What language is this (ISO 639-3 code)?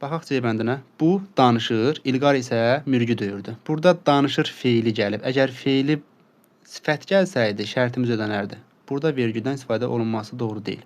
aze